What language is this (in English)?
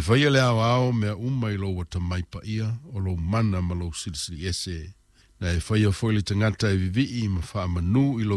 Samoan